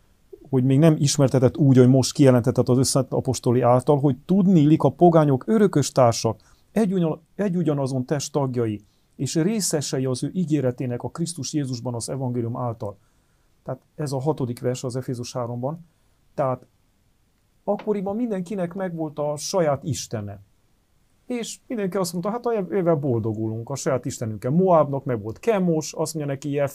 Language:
Hungarian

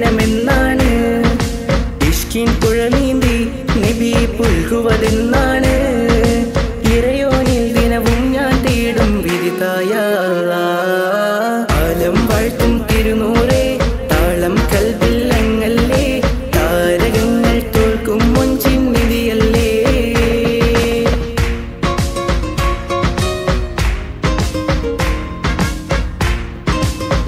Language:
Malayalam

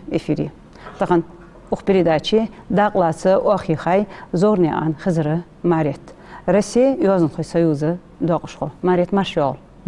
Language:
Ingush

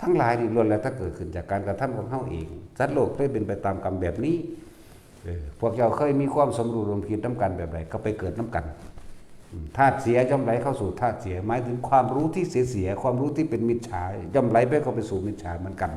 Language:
Northeastern Thai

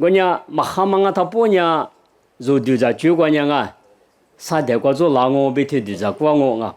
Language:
Lisu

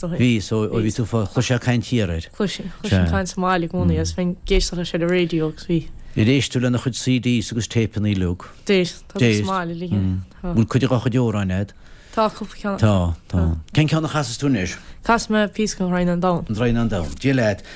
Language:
Irish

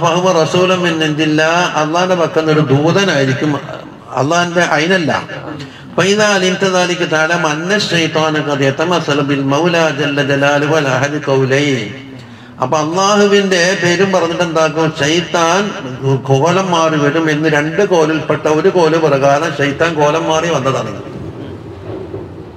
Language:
Malayalam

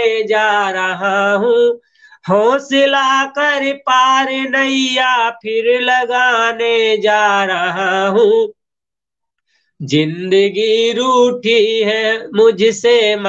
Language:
Hindi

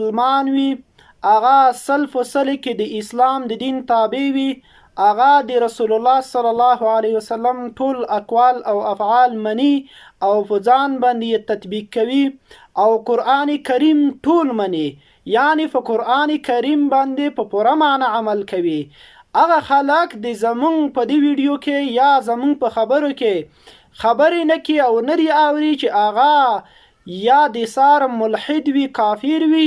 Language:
Pashto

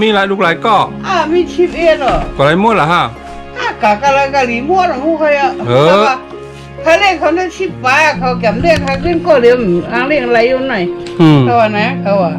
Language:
Shan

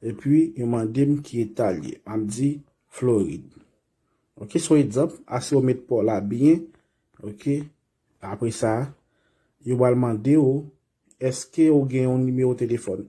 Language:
Haitian Creole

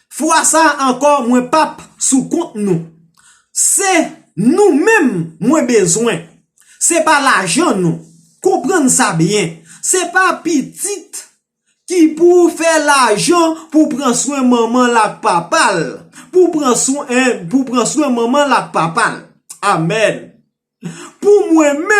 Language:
Haitian Creole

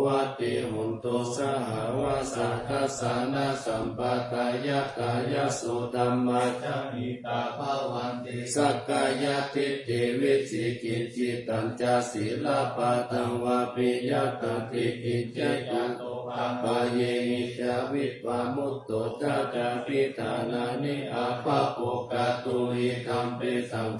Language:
Pali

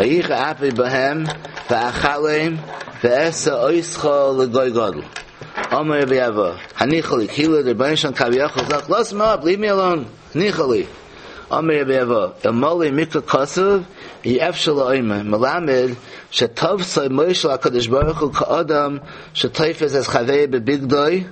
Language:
Yiddish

